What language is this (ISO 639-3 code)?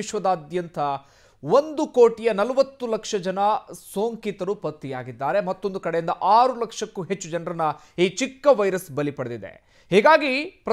kan